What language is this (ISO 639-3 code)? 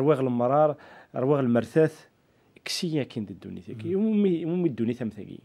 kab